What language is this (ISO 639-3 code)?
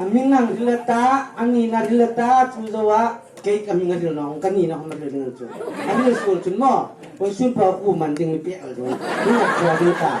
hmr